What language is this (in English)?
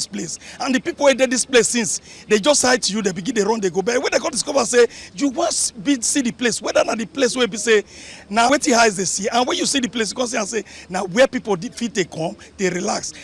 Nigerian Pidgin